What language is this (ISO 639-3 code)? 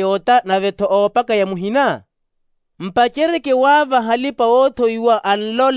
vmw